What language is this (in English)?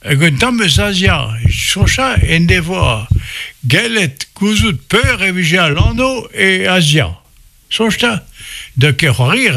Breton